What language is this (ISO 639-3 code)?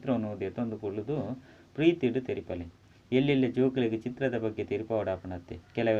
tcy